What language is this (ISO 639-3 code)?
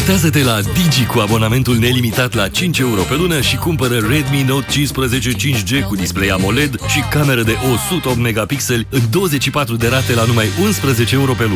ron